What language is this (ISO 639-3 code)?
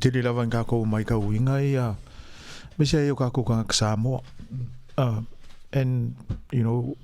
smo